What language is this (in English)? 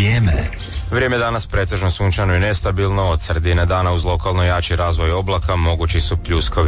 Croatian